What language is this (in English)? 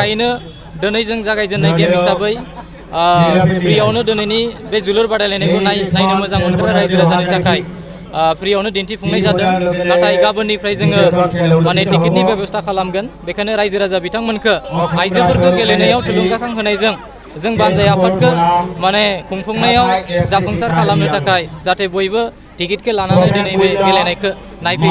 Bodo